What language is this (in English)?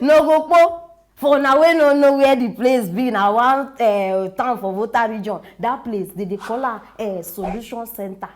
Nigerian Pidgin